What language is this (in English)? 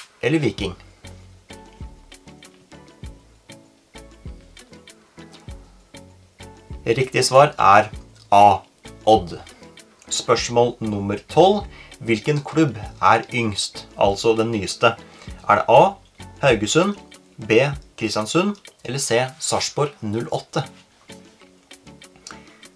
Norwegian